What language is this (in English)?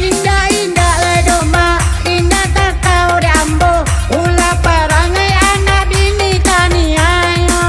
Minangkabau